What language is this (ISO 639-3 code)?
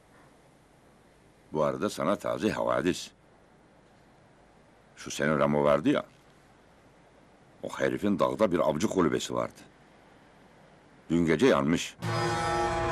tur